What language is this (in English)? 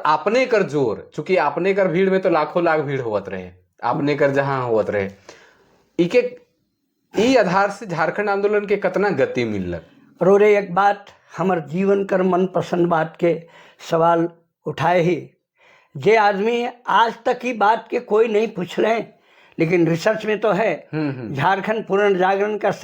Sadri